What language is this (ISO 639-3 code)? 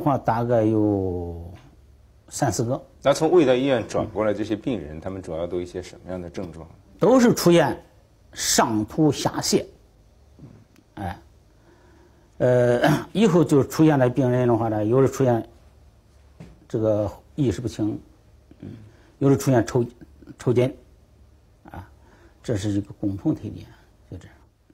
zho